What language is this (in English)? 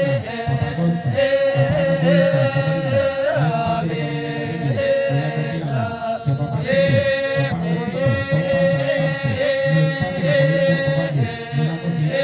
Toraja-Sa'dan